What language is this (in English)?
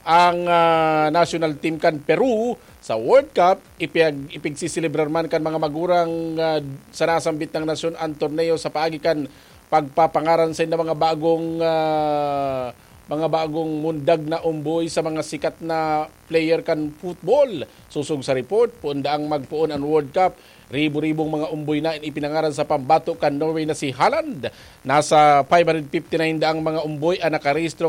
Bikol